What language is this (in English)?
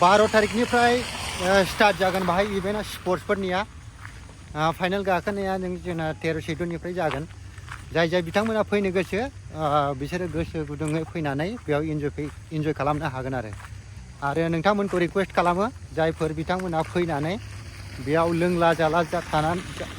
Bodo